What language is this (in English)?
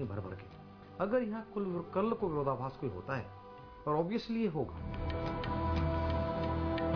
Hindi